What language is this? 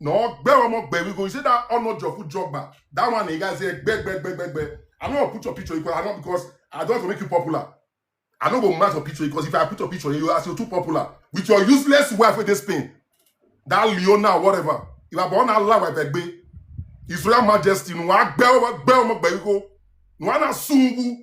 Nigerian Pidgin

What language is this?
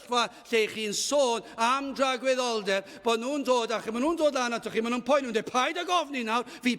Welsh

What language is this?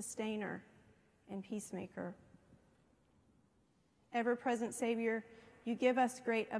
English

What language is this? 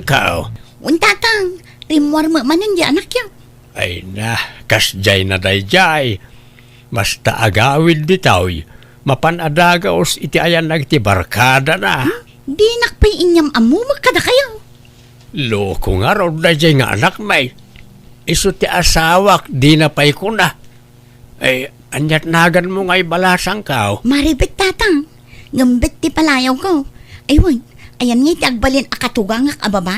Iloko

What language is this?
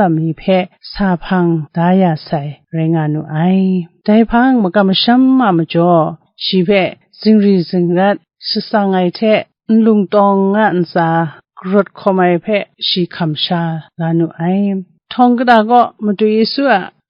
Kachin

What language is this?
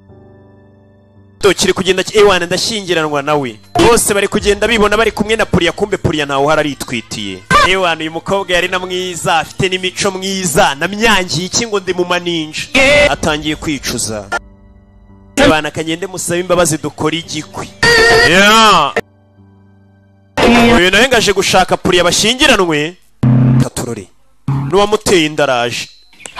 Kinyarwanda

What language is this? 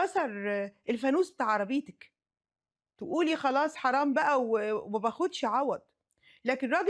Egyptian Arabic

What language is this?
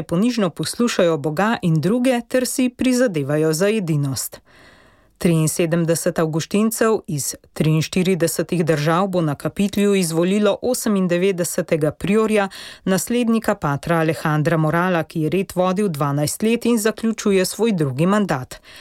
Slovenian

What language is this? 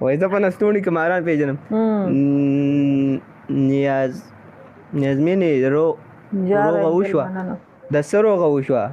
Pashto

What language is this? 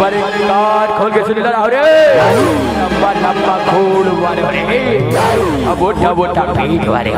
Chhattisgarhi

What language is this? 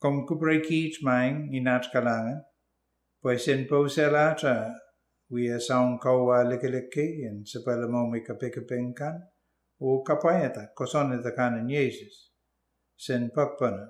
Pohnpeian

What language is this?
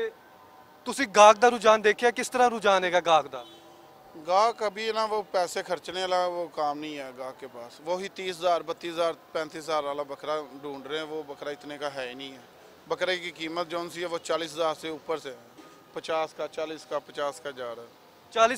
Western Panjabi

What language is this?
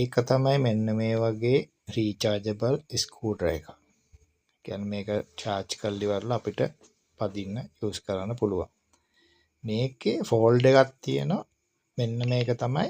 Sinhala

